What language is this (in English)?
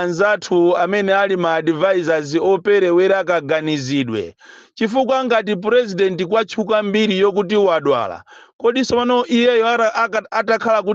Nyanja